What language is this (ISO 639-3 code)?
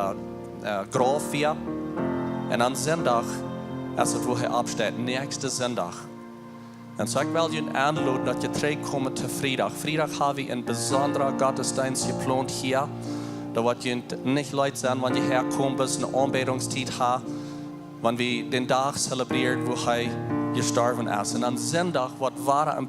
pdt